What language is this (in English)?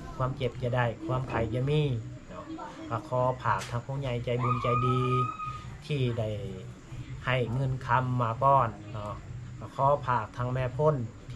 Lao